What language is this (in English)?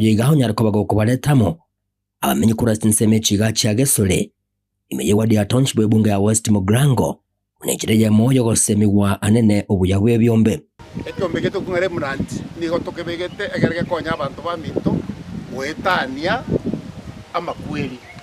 Gusii